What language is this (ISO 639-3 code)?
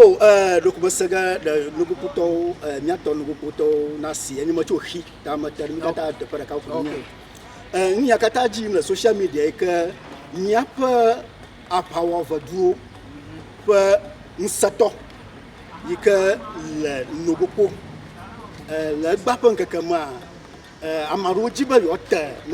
ewe